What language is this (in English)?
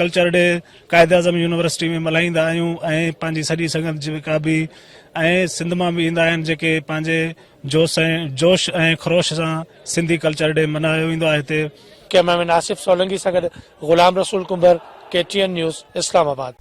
Sindhi